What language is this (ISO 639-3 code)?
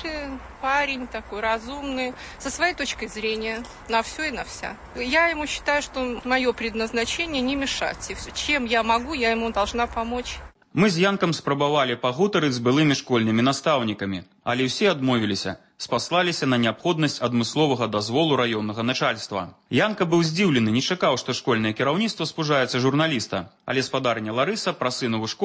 bel